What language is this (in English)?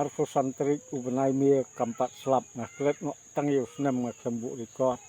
Khasi